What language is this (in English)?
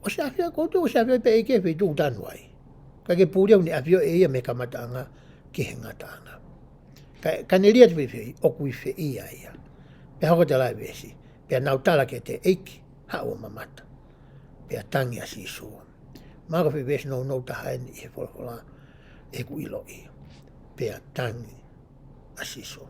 Tongan